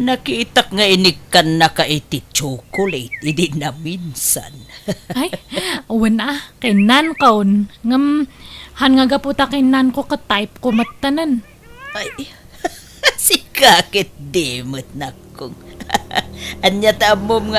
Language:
Iloko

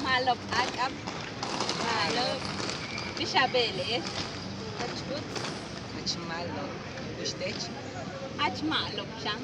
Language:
Yucateco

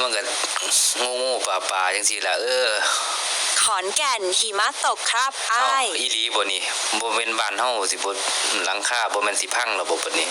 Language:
Northeastern Thai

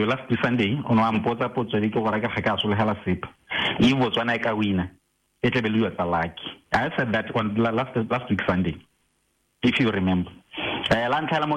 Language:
Tswana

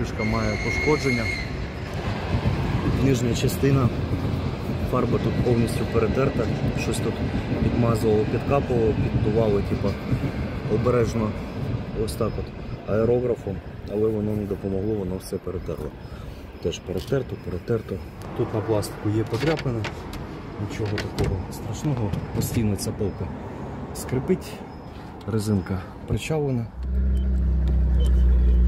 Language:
Ukrainian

